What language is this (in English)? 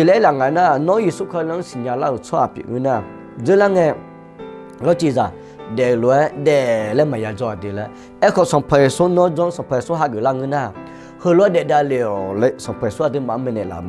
Akha